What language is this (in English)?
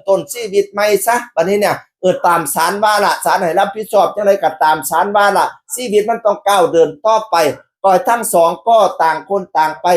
Northeastern Thai